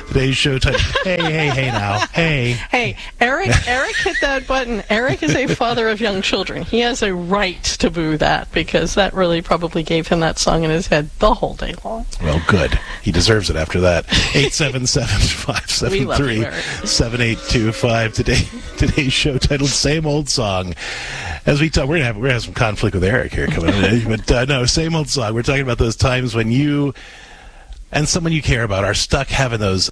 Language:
English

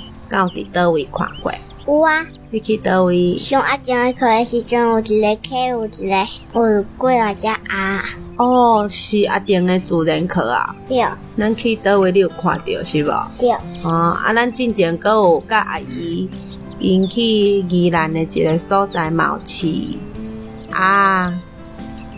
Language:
Min Nan Chinese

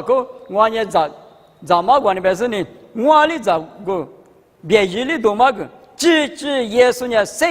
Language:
Lisu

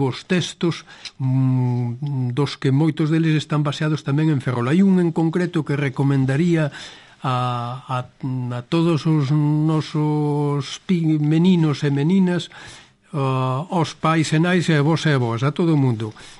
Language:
Galician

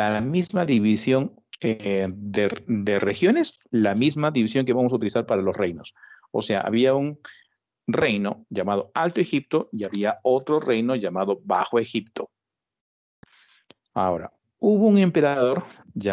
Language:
Spanish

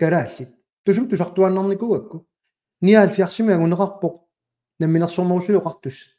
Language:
Kalaallisut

